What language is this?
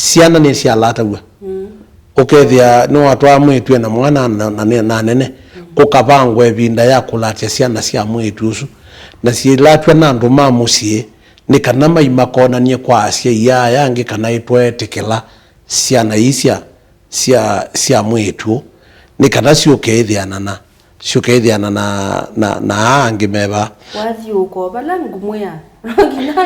Kamba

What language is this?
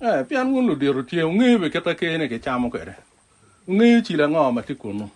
Acoli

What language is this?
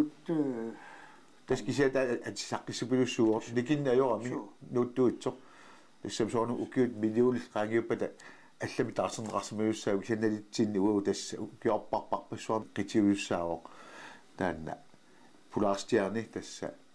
Kalaallisut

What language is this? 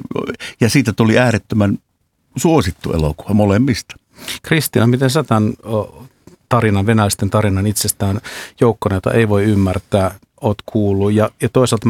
Finnish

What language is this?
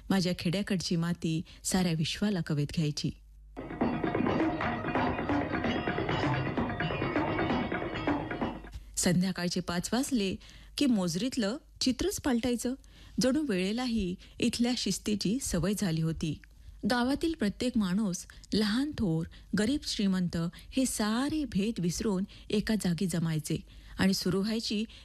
Marathi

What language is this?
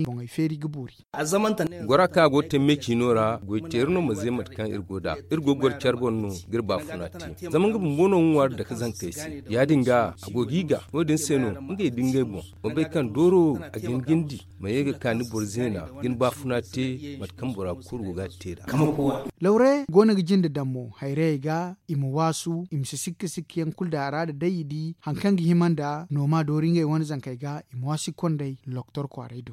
Zarma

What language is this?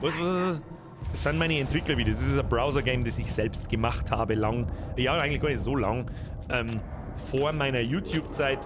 Bavarian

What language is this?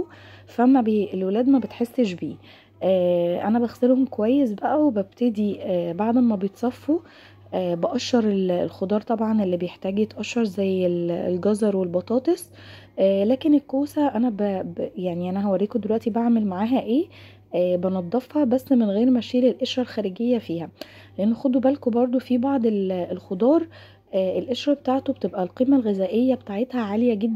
Egyptian Arabic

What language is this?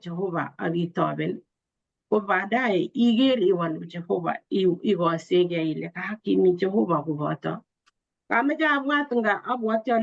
Kalenjin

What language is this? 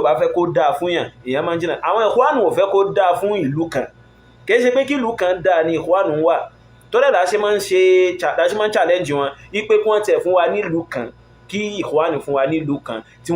Yoruba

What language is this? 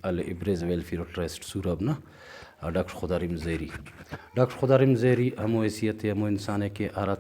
Brahui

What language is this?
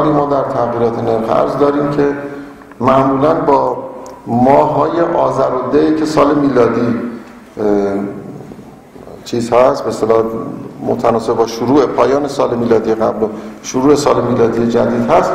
Persian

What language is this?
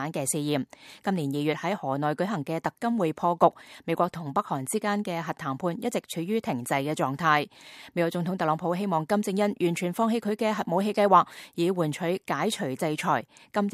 Cantonese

